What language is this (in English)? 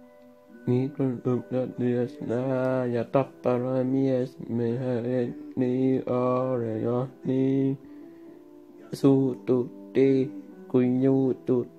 Finnish